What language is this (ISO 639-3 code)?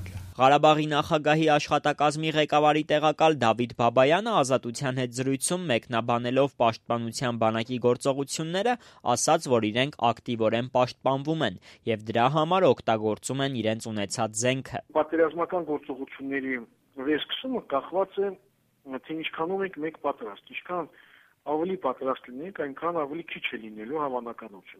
hye